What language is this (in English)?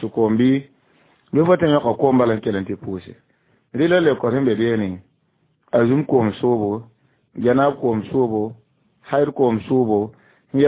Mossi